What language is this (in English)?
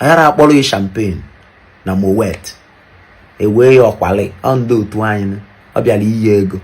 Igbo